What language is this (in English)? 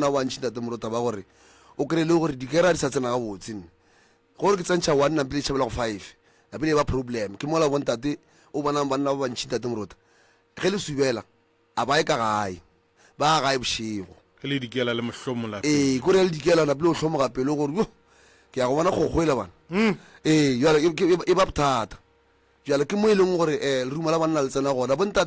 Northern Sotho